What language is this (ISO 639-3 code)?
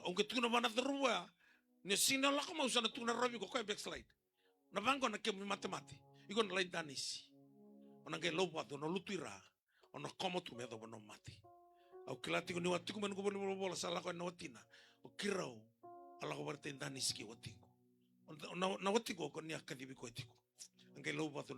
fij